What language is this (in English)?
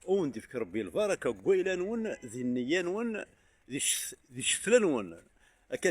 Kabyle